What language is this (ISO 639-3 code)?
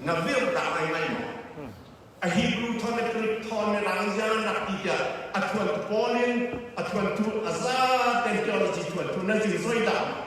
cfm